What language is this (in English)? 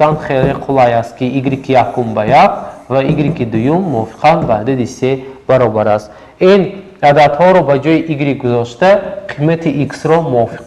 Tajik